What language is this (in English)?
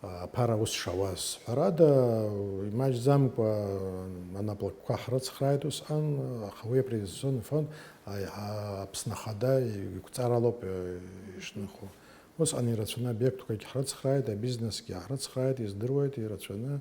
Abkhazian